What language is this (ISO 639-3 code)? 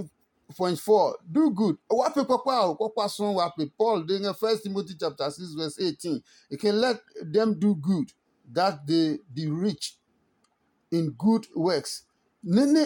ada